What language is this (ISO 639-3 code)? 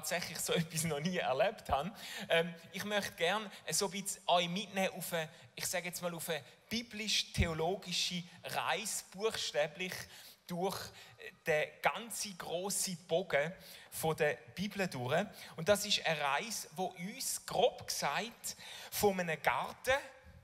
gsw